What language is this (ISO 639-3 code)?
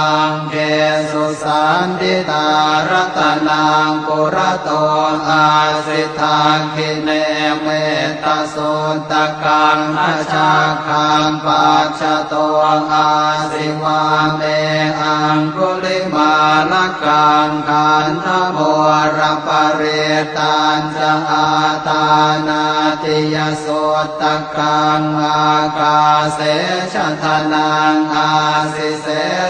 pli